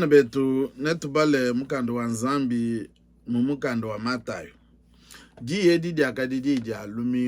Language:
Luba-Lulua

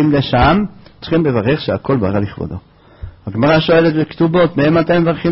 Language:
Hebrew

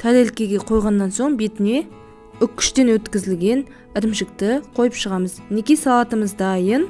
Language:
Kazakh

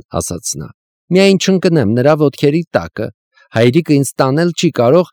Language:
Armenian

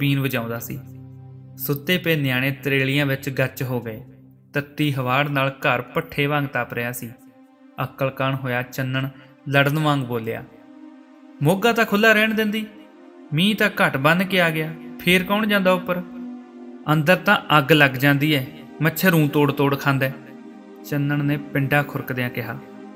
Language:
Punjabi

